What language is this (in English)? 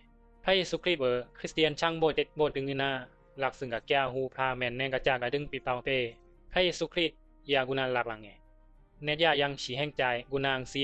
Bisu